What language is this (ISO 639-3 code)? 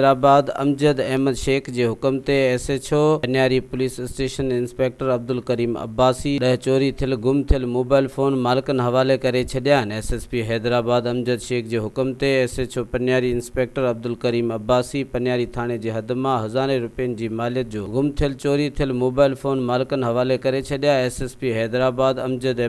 snd